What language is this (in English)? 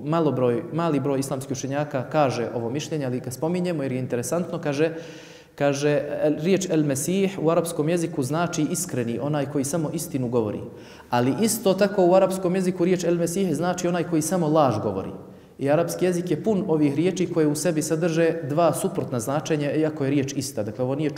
Bosnian